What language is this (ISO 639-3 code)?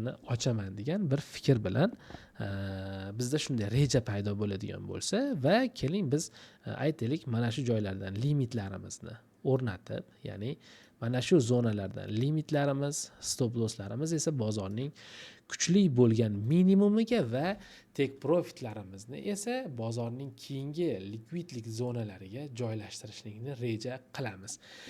uzb